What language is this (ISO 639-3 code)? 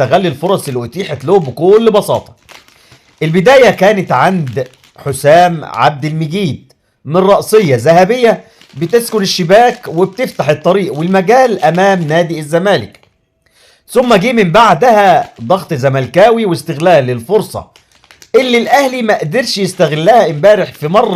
arz